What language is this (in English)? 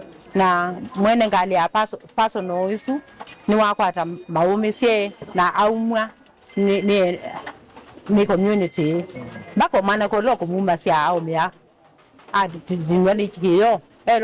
Kamba